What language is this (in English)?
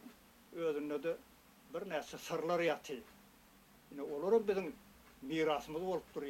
Turkmen